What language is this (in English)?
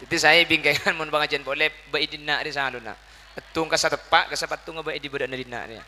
Madurese